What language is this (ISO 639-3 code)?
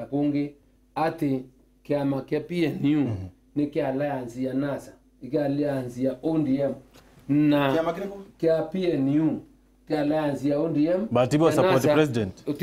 mer